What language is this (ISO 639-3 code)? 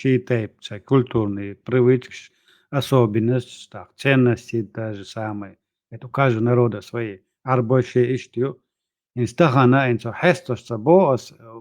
che